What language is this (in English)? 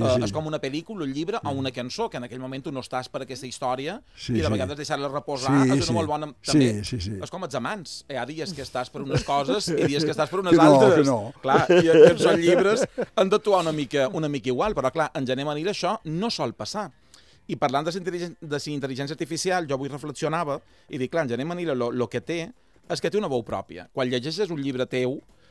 Catalan